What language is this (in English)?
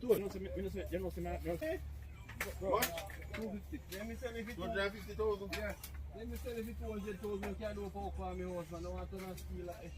Jamaican Creole English